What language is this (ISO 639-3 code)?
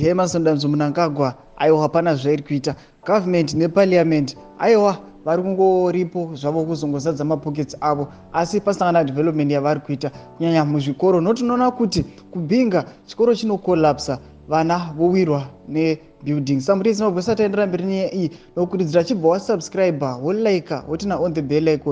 sna